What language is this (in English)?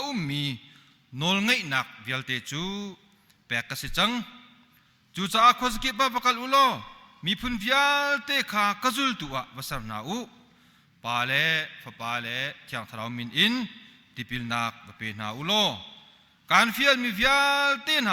Hakha Chin